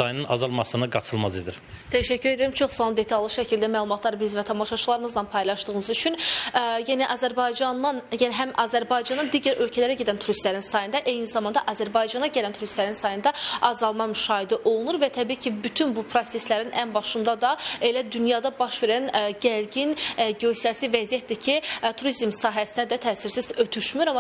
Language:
Azerbaijani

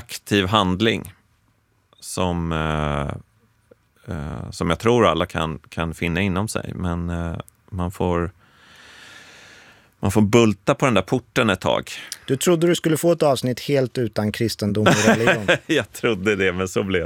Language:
Swedish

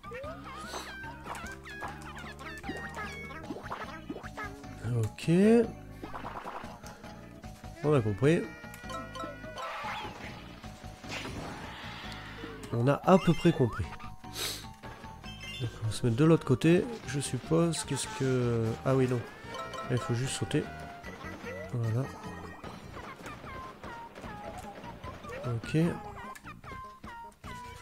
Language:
French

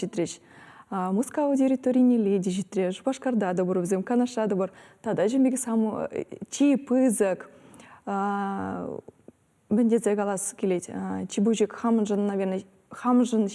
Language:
Chuvash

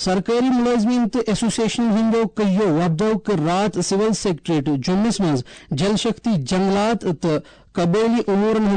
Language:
Kashmiri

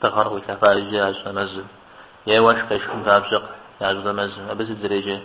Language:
Kabardian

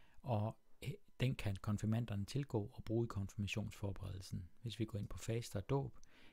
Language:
Danish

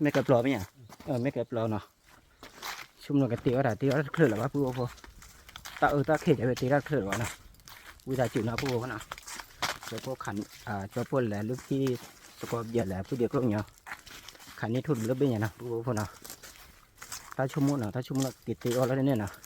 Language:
S'gaw Karen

